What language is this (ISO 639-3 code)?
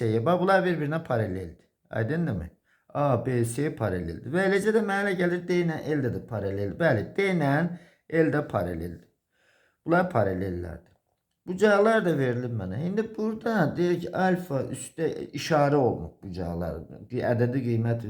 aze